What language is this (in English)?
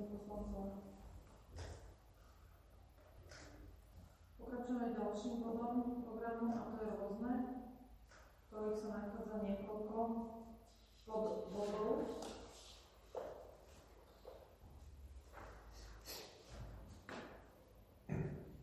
Slovak